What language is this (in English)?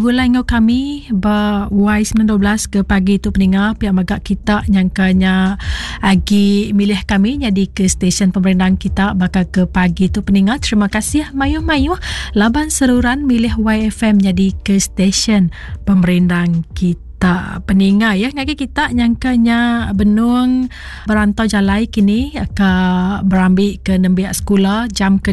Iban